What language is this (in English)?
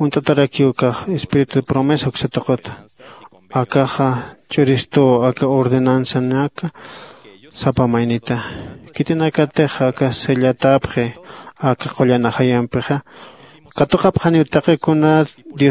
Aymara